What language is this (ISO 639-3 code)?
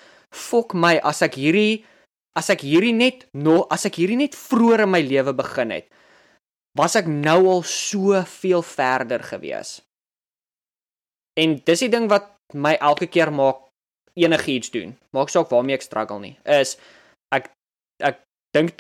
afr